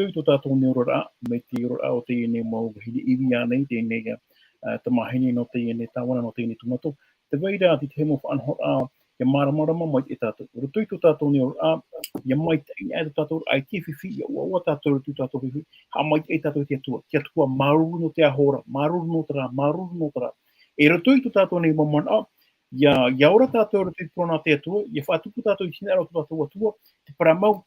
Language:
Tahitian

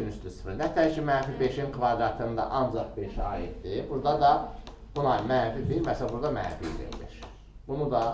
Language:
Azerbaijani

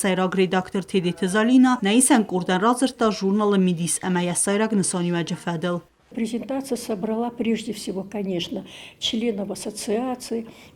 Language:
Ossetic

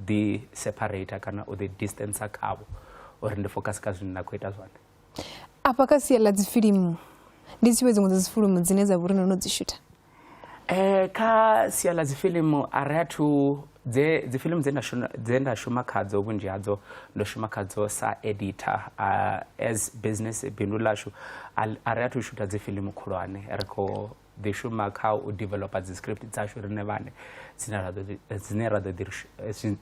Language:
Venda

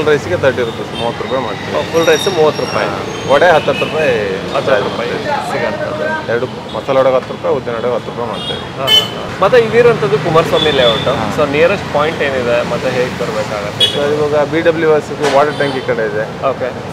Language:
Kannada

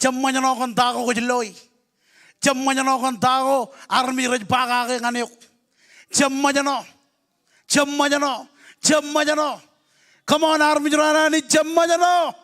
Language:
Marshallese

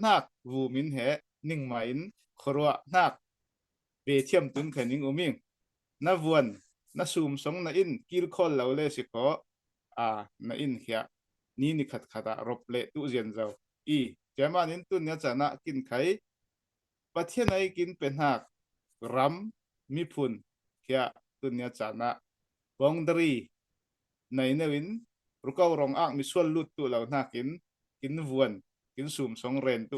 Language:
Falam Chin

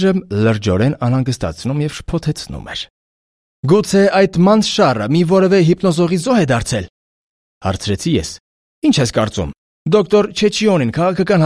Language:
Armenian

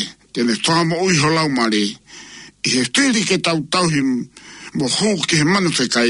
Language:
Tongan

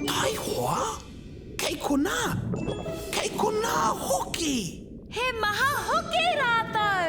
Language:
Māori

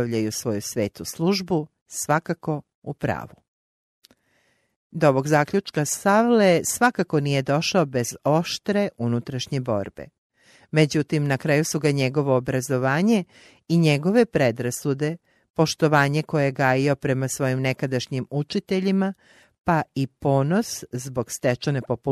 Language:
Croatian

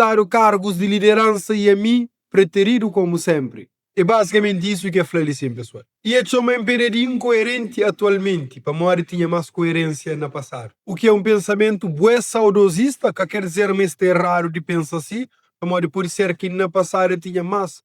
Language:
Kabuverdianu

